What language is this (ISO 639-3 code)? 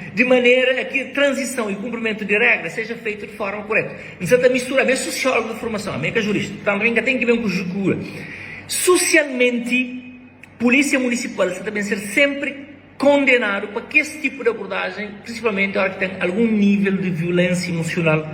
kea